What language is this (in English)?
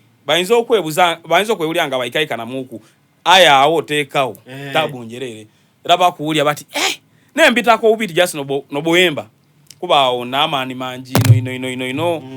Soga